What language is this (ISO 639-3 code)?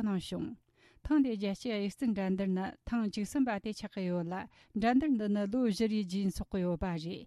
bod